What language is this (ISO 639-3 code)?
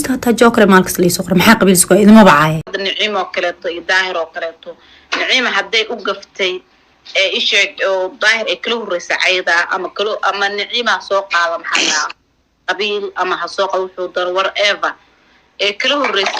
som